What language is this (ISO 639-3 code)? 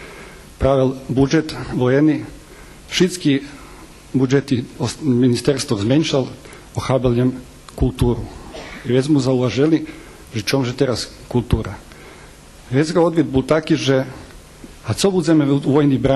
rue